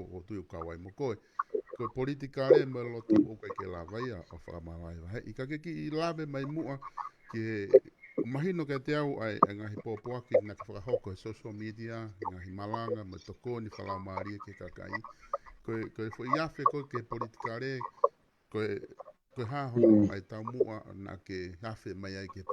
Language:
Tongan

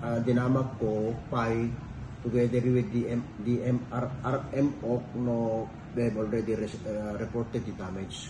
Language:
Iloko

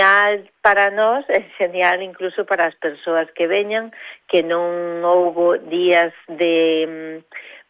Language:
Galician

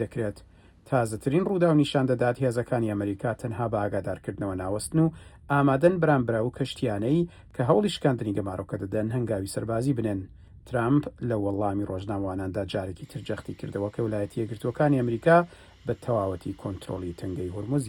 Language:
Central Kurdish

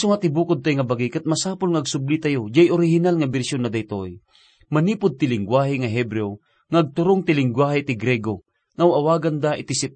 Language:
Iloko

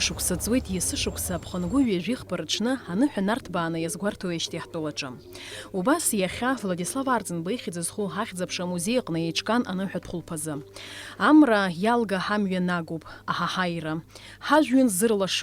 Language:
Abkhazian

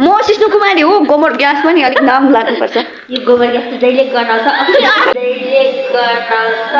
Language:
Nepali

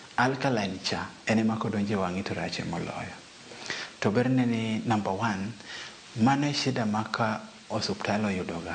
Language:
Luo (Kenya and Tanzania)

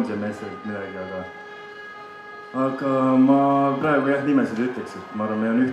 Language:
Estonian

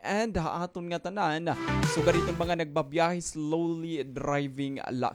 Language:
Waray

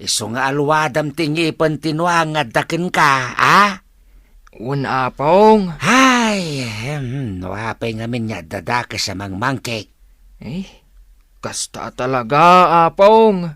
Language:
Iloko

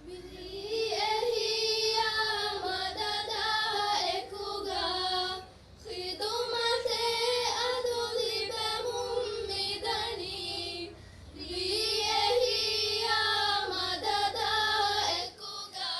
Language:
Divehi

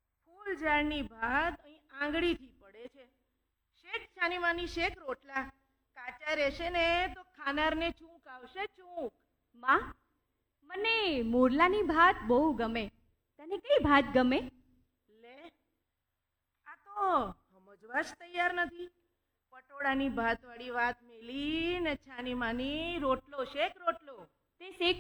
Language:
Gujarati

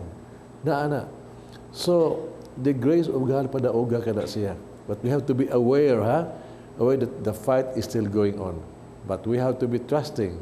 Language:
Cebuano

